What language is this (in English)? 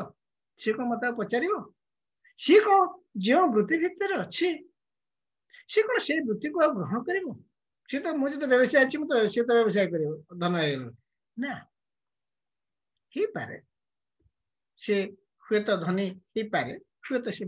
Odia